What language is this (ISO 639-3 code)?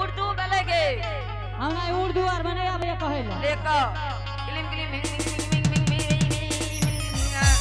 anp